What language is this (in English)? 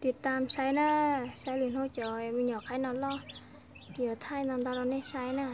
Hmong